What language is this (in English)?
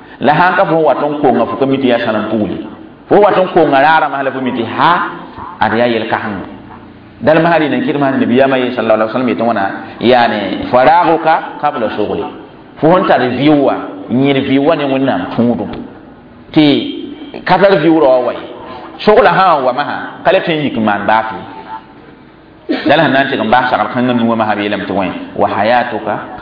Mossi